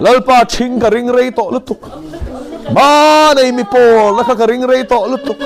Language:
Mizo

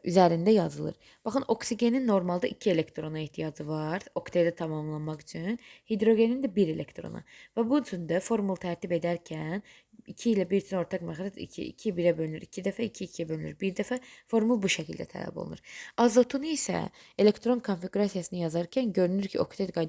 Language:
Azerbaijani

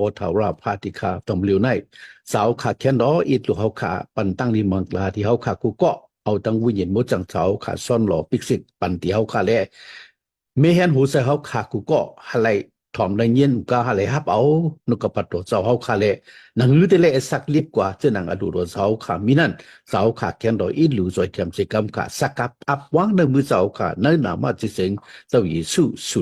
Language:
Shan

